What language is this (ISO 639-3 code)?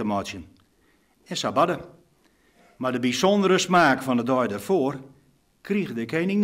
fry